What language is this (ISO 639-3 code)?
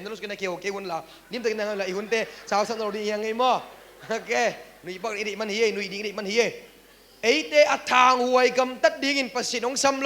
ctd